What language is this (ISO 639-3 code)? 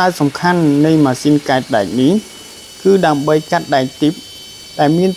khm